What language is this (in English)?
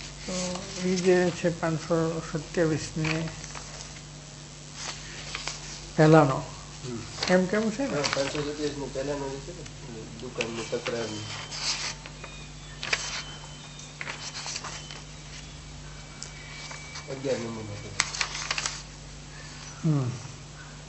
Gujarati